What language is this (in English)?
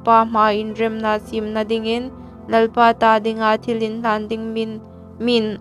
Hmar